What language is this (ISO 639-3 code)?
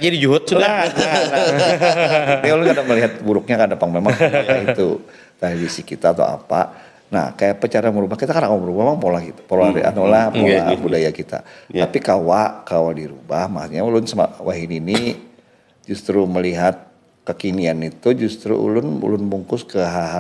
bjn